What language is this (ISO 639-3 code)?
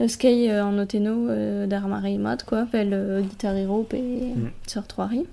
bre